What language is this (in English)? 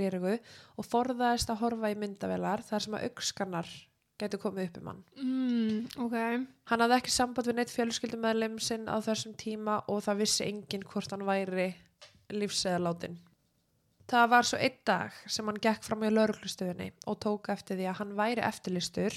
Icelandic